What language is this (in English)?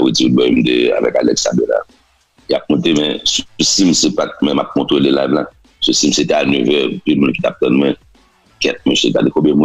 Haitian Creole